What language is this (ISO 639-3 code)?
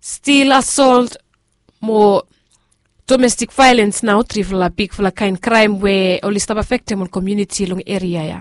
bis